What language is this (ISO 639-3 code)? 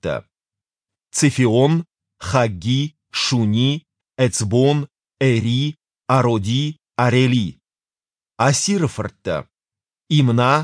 oss